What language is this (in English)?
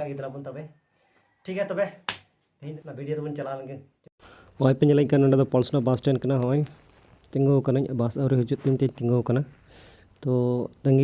Santali